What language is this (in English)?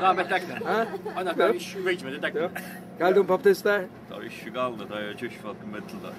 Faroese